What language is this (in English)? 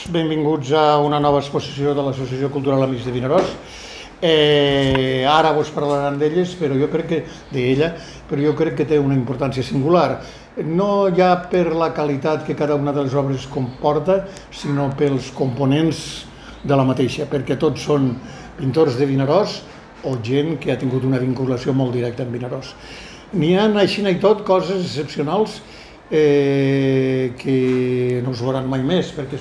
Catalan